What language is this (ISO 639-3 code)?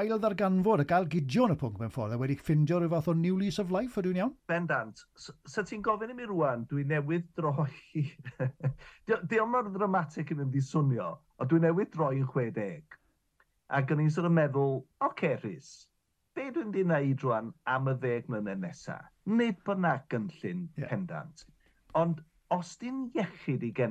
cym